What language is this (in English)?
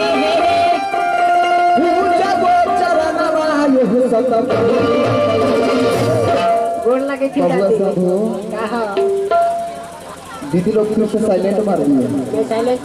Bhojpuri